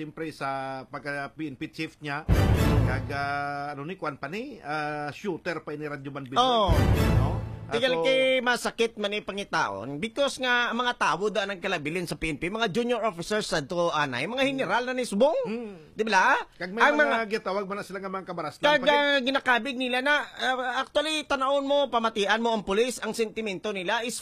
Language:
Hiligaynon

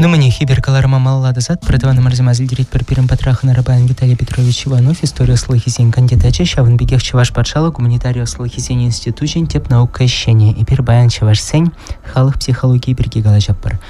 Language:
Chuvash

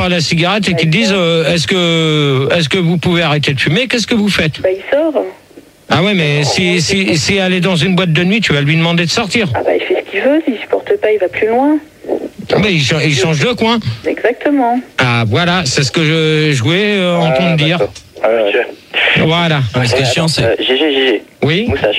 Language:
French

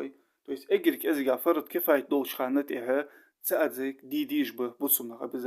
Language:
Ingush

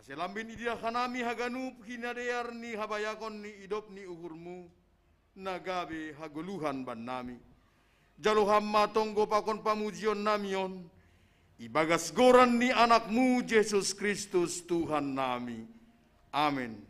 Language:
Batak Simalungun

